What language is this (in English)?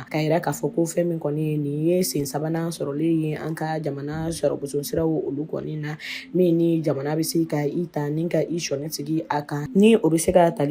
Bambara